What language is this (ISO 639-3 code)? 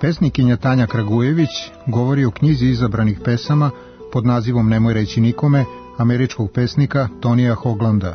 srp